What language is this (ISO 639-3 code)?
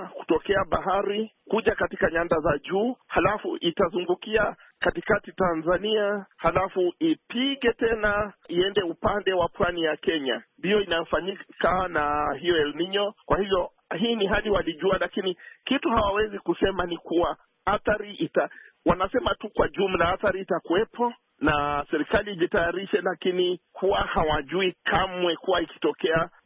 swa